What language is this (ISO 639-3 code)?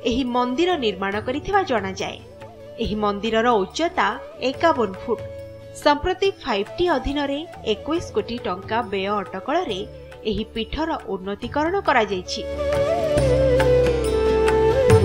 ori